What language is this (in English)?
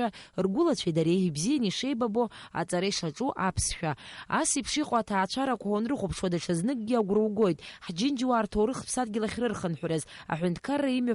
Abkhazian